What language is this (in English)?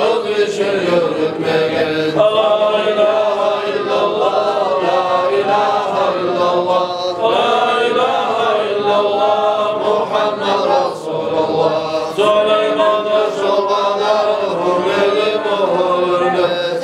Kumyk